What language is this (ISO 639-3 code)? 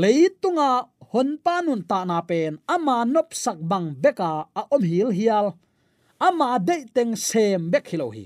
ctd